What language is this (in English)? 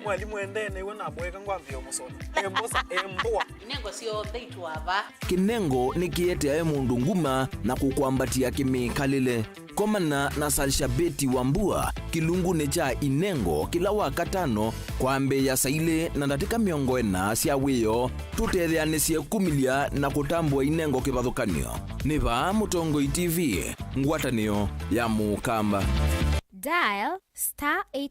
Kamba